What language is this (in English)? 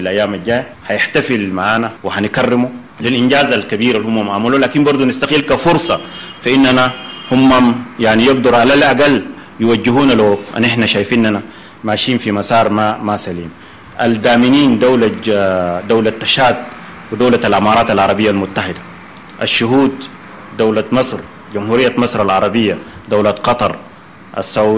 Sudanese Arabic